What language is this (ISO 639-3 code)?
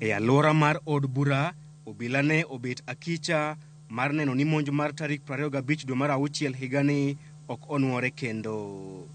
luo